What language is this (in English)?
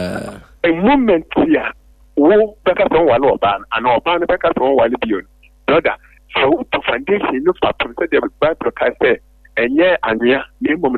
Akan